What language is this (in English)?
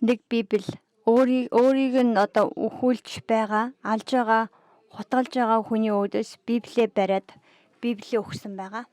Mongolian